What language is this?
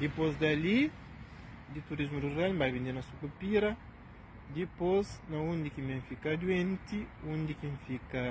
Kabuverdianu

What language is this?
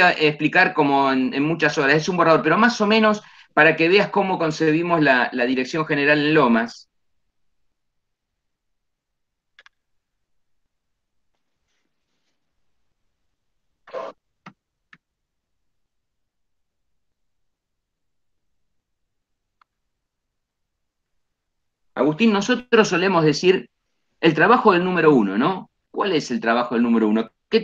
Spanish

